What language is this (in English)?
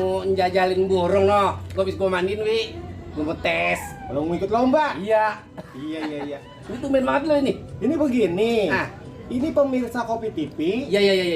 Betawi